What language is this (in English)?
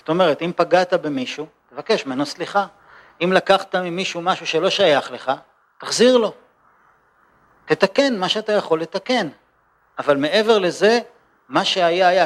Hebrew